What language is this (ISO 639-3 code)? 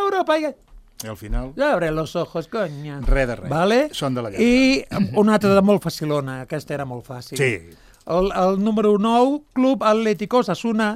cat